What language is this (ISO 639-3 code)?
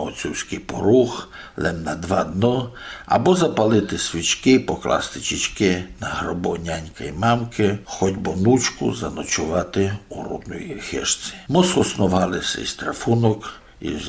rue